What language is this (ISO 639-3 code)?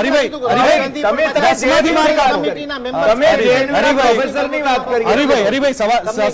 guj